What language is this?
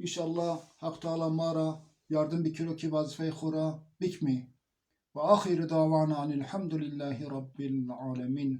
Zaza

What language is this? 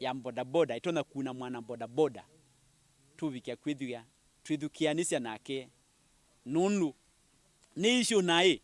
Kamba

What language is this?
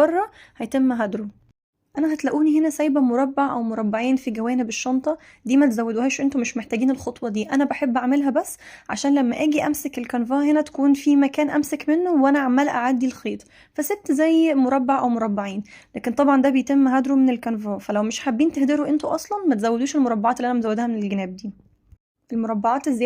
Egyptian Arabic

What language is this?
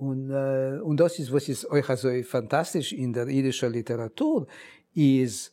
Yiddish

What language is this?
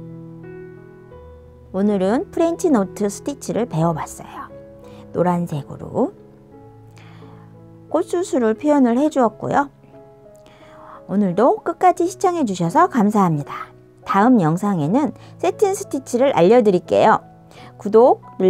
Korean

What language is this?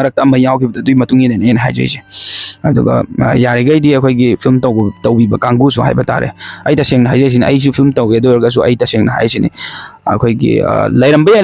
Manipuri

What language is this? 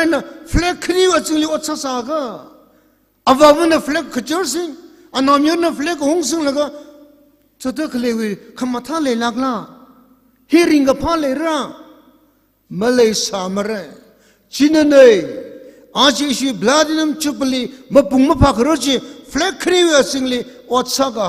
Tangkhul Naga (India)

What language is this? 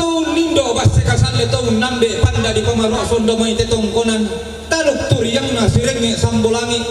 Toraja-Sa'dan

